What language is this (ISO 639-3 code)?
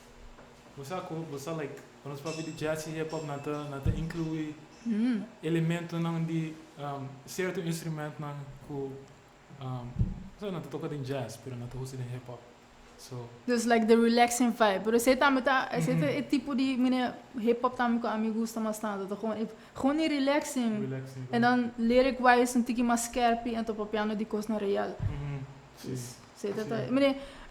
pap